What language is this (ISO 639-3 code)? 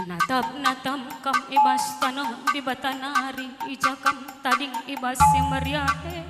btx